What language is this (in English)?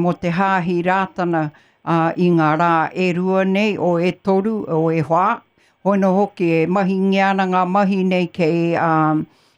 Māori